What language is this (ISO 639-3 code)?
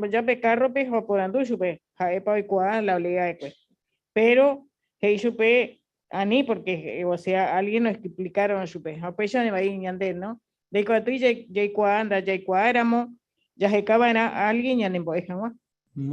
grn